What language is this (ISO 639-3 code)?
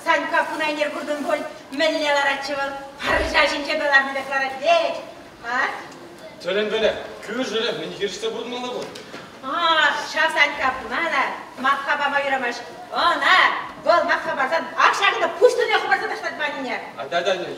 chv